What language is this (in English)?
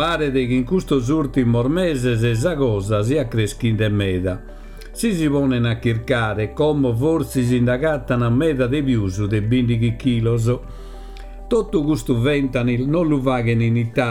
Sardinian